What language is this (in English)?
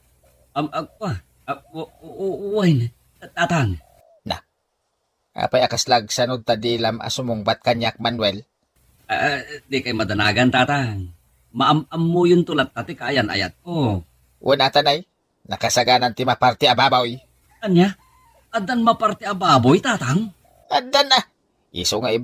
Iloko